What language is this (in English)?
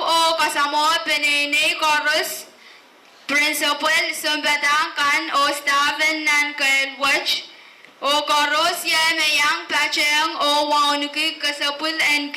Pohnpeian